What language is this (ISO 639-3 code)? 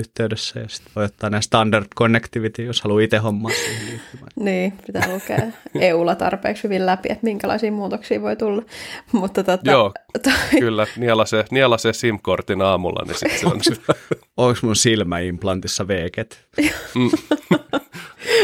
fin